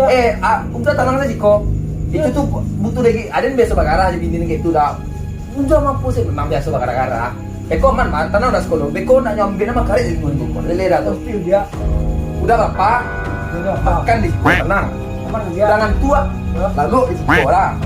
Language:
Minangkabau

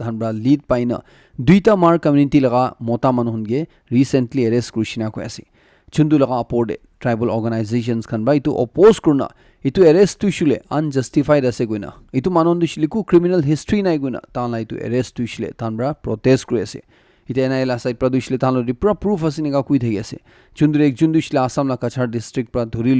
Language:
Naga Pidgin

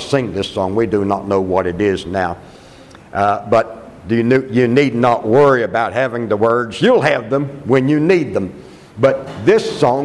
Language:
English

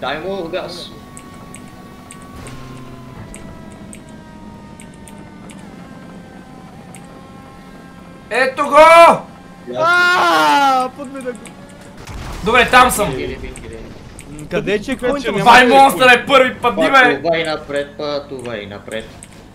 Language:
Bulgarian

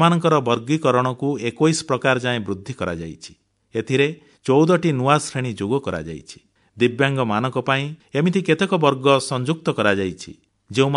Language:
Odia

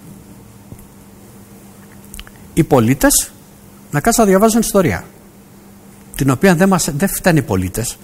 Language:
Greek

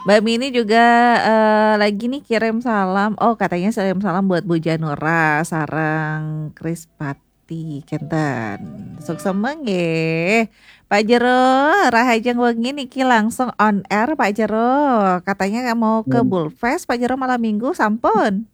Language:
Balinese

